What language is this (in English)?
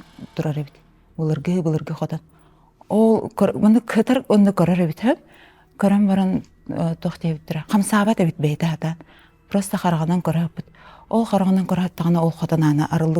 Yakut